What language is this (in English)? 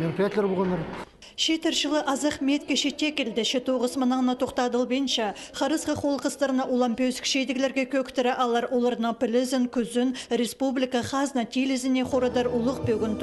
Khakas